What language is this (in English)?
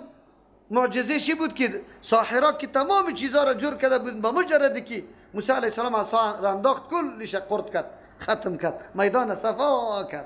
Persian